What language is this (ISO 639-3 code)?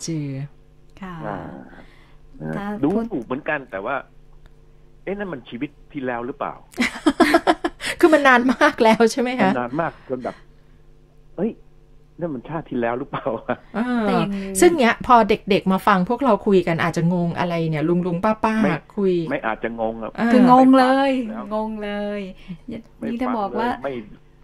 tha